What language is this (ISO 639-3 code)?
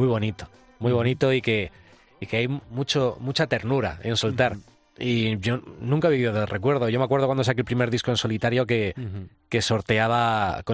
spa